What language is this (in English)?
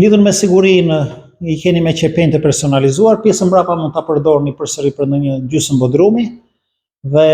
Albanian